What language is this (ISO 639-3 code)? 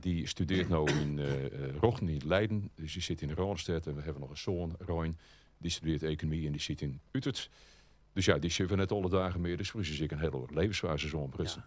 fry